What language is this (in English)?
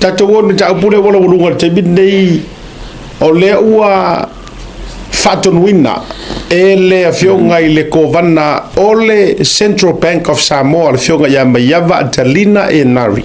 Samoan